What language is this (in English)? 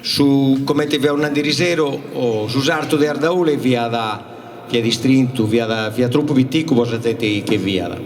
Sardinian